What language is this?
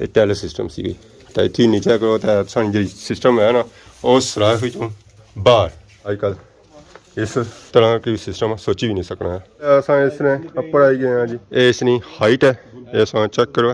Pahari-Potwari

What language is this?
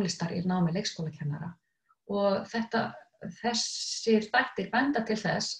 Icelandic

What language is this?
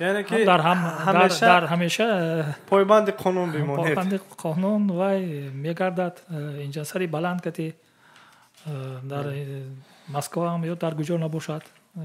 Tajik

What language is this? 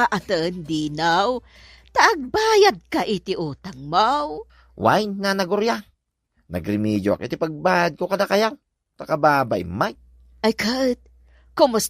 Iloko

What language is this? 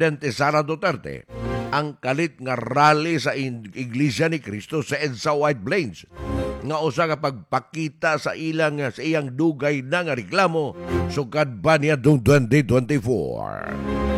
Cebuano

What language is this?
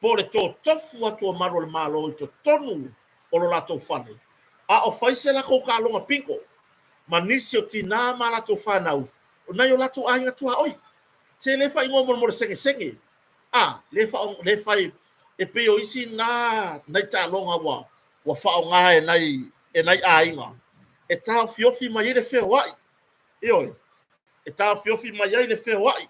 Samoan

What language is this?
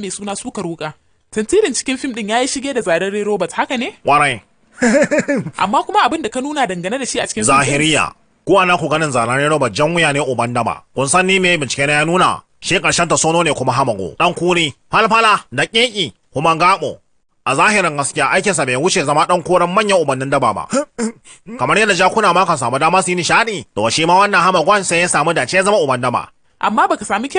Hausa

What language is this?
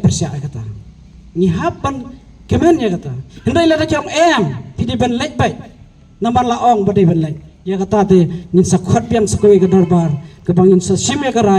Khasi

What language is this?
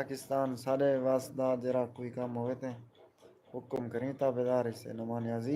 Saraiki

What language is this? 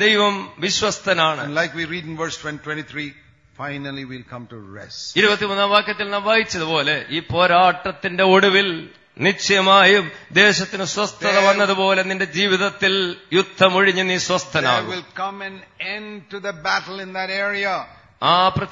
Malayalam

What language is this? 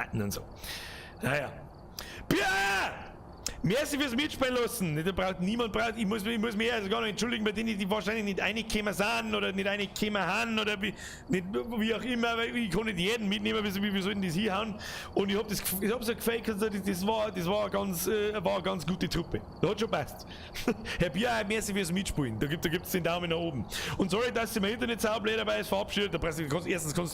Bavarian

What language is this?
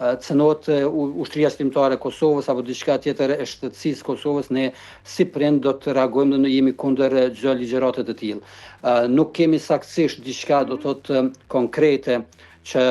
Albanian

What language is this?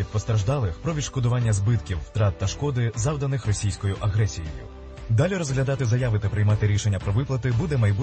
Ukrainian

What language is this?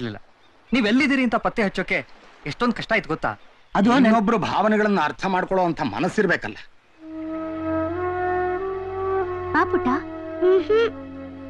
Kannada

